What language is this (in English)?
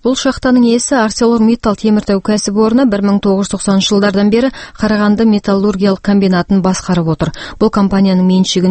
Kazakh